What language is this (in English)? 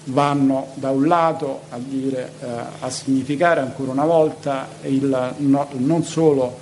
Italian